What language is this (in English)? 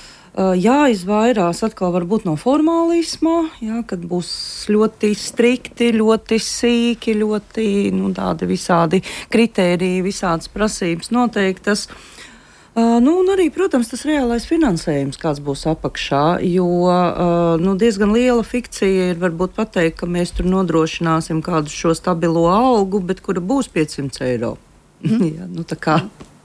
Latvian